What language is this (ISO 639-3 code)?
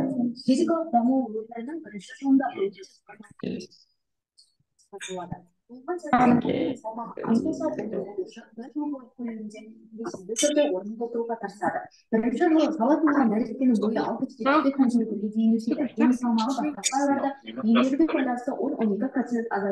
kaz